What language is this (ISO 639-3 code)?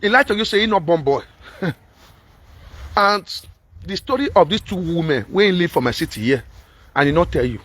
pcm